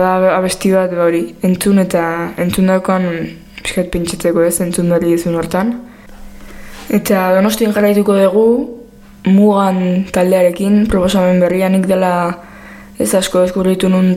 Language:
Basque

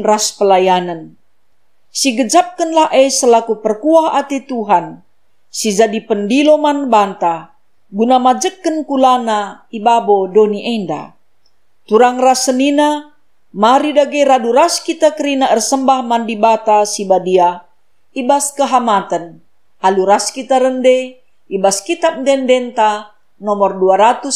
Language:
Batak Karo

